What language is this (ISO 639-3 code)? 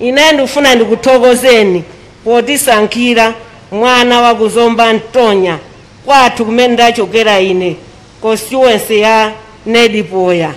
nya